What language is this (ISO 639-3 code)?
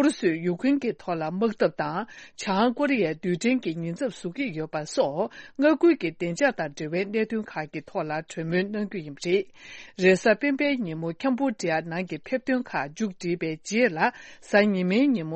bod